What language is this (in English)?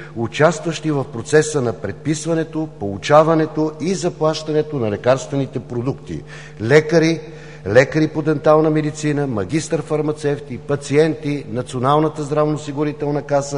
Bulgarian